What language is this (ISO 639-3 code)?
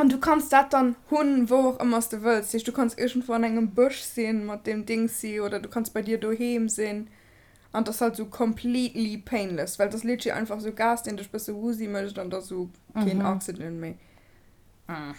ltz